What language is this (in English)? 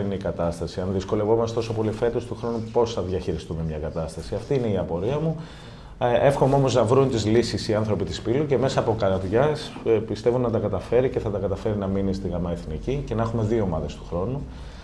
Greek